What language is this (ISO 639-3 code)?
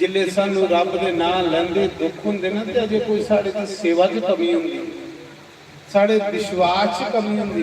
doi